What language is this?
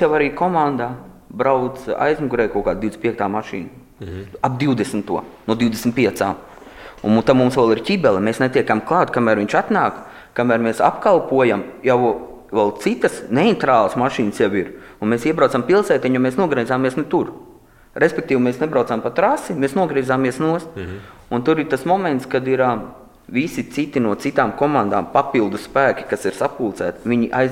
Latvian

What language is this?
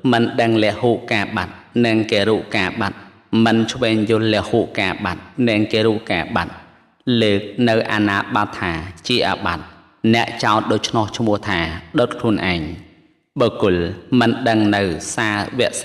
Khmer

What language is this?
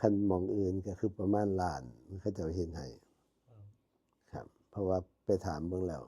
Northeastern Thai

